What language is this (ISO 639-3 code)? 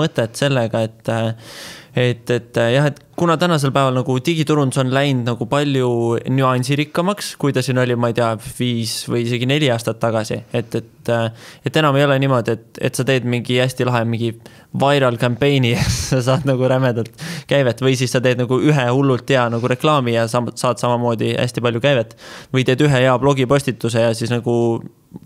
est